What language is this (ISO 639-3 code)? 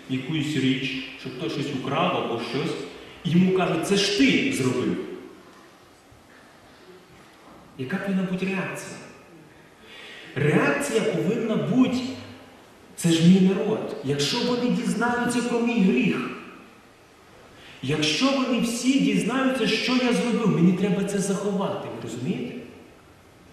ukr